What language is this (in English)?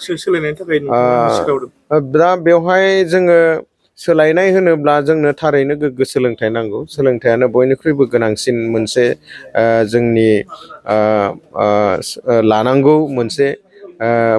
Bodo